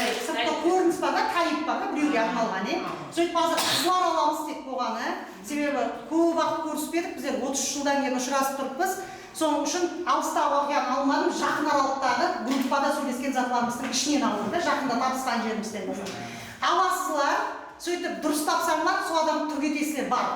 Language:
Kara-Kalpak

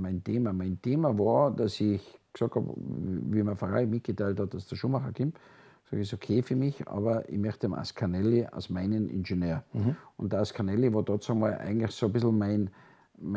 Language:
German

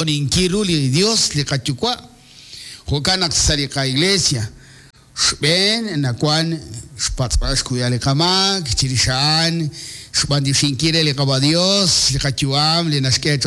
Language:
Kekchí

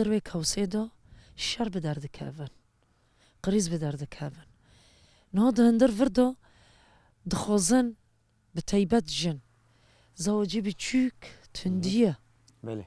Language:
Kurdish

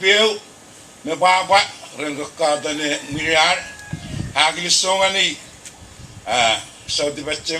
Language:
Puluwatese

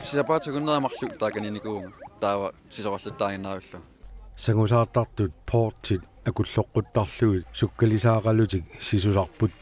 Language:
Kalaallisut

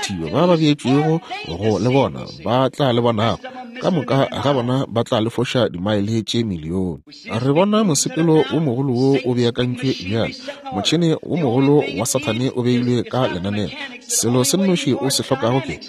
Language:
Northern Sotho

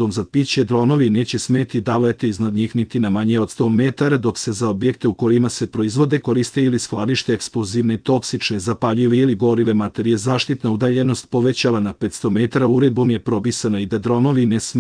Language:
Serbian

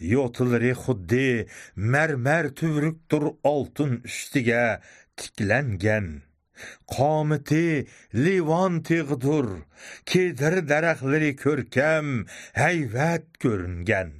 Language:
Uyghur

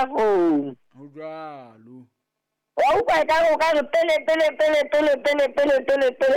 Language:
Southern Sotho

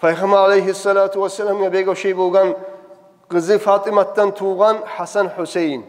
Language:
Kumyk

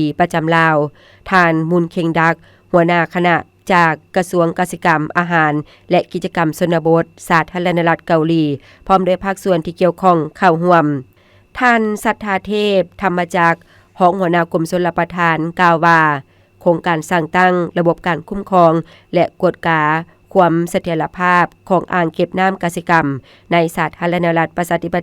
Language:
Lao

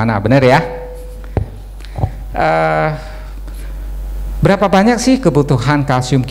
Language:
Indonesian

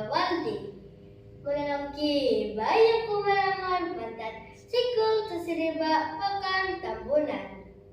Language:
Central Dusun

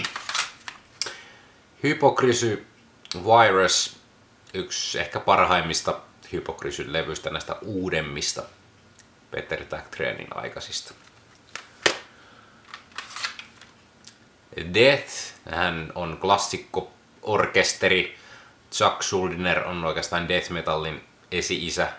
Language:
Finnish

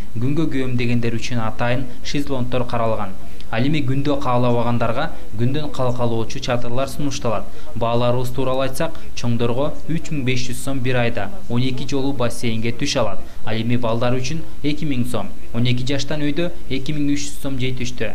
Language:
Kyrgyz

